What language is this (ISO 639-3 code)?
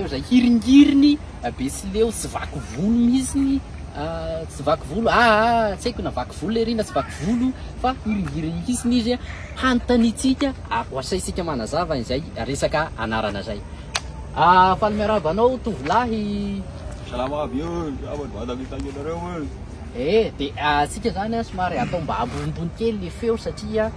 mlg